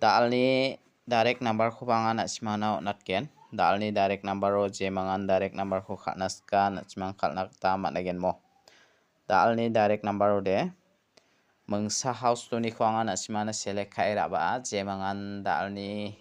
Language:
Garo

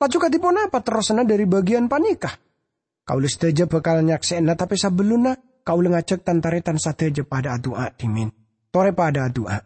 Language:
Madurese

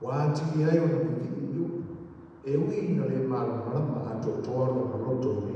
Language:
Samoan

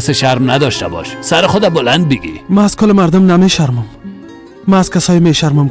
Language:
Persian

